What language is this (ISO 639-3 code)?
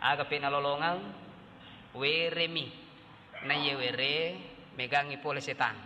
bug